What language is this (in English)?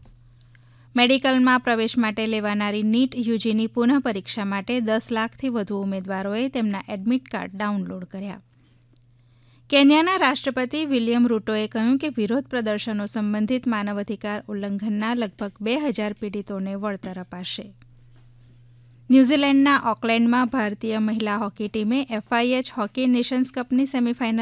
Gujarati